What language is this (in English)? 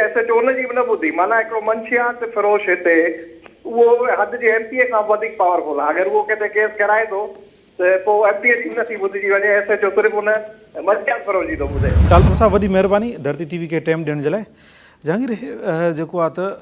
Sindhi